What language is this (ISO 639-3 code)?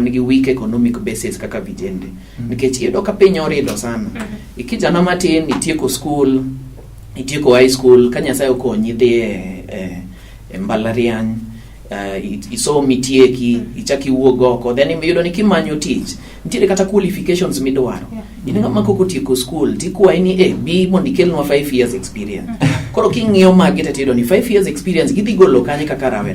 luo